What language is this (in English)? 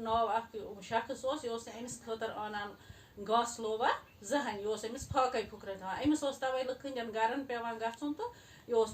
Kashmiri